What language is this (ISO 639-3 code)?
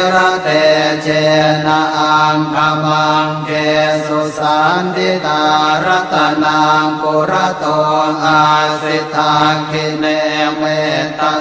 pli